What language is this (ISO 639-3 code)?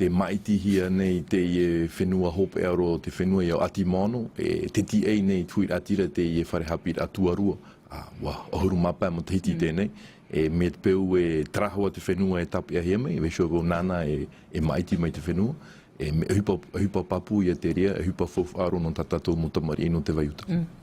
tah